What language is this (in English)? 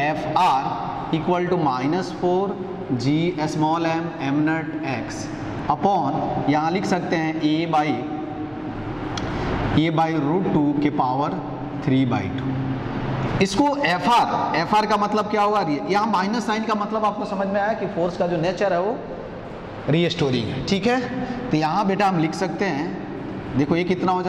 Hindi